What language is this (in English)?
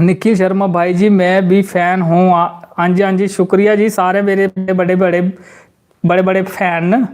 Dogri